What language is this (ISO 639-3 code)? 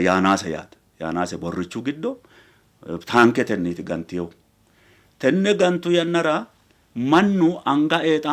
sid